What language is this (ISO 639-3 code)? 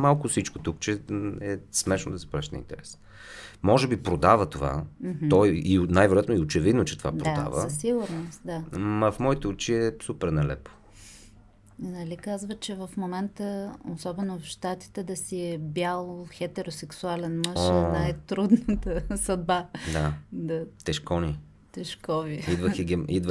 bul